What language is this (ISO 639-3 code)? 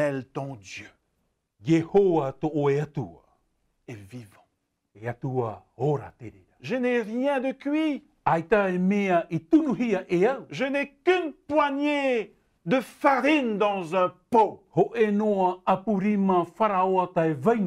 tah